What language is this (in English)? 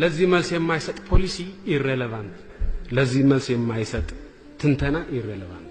Amharic